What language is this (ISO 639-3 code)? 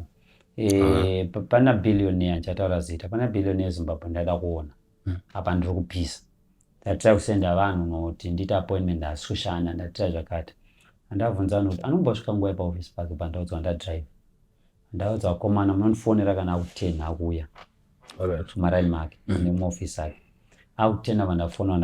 sna